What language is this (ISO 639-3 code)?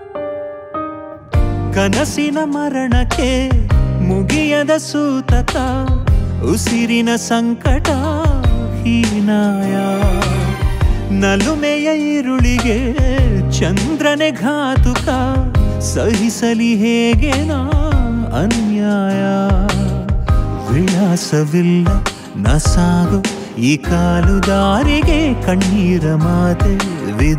kan